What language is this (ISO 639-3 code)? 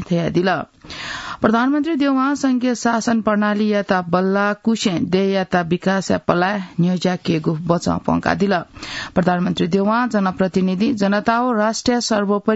new